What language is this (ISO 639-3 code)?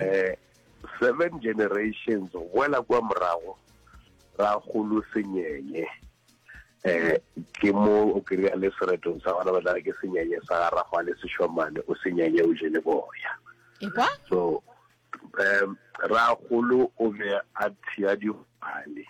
nso